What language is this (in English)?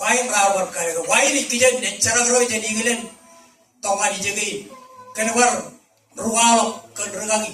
Marshallese